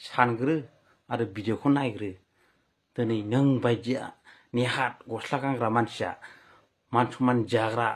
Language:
Bodo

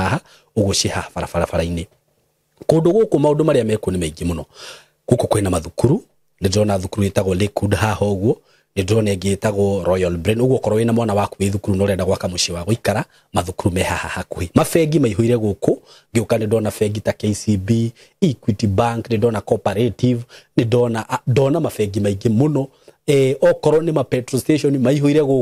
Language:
Kikuyu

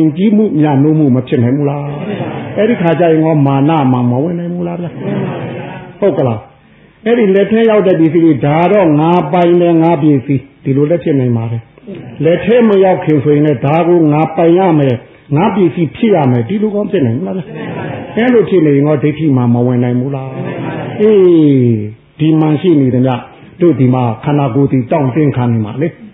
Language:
Burmese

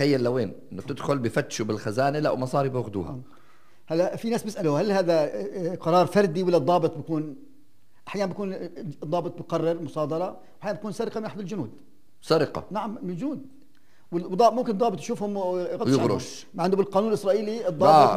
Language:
North Levantine Arabic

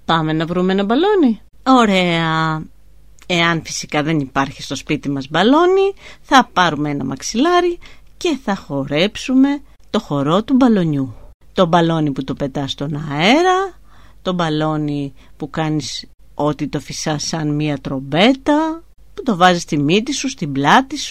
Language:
Greek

